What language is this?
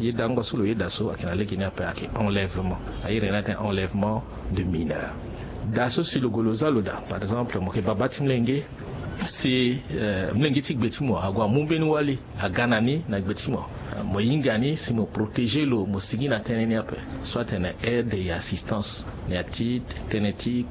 Sango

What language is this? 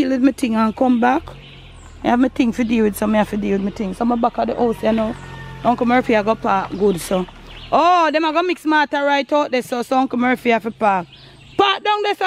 Jamaican Creole English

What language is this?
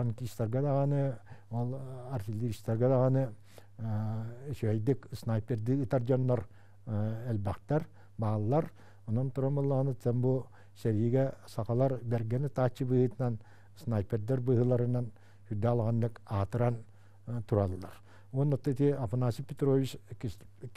Yakut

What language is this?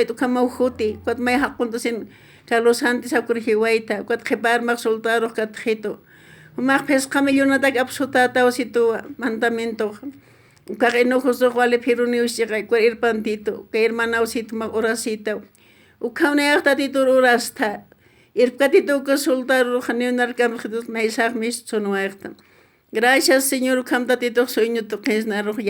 Aymara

